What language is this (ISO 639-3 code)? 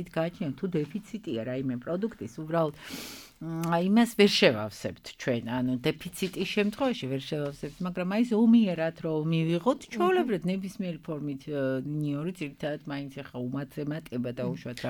kat